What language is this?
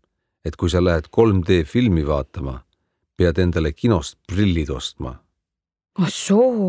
Estonian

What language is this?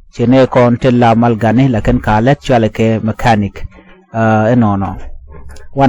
Nuer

